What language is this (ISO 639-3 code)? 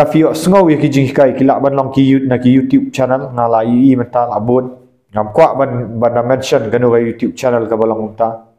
kha